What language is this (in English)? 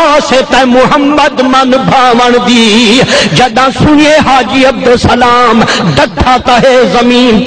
Saraiki